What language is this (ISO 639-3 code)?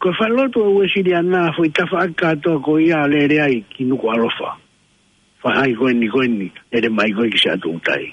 ton